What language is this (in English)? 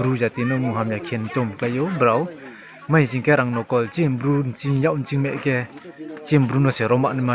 Riang (India)